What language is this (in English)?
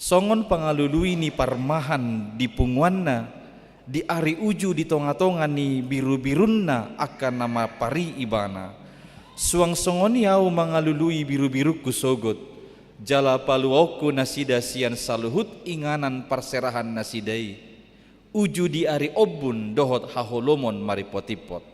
Batak Toba